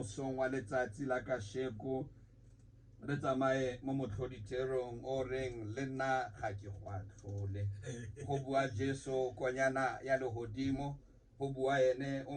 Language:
Tswana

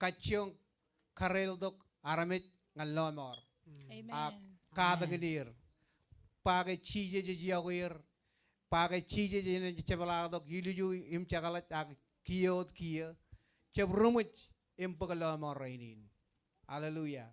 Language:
Marshallese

